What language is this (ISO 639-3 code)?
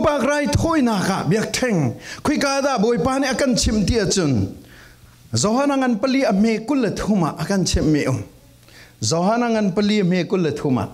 cfm